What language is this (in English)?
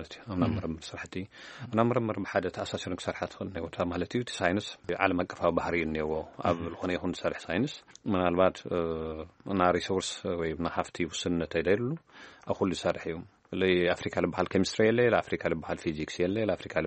Tigrinya